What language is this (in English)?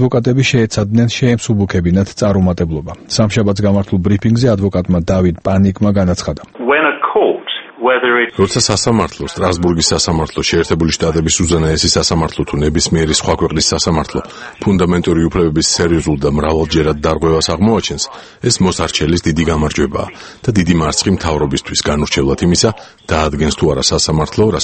Georgian